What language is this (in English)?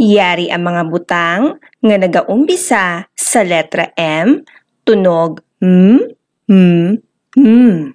Hiligaynon